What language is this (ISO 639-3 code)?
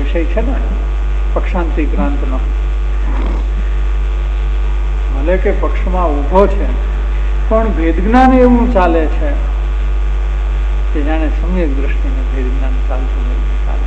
guj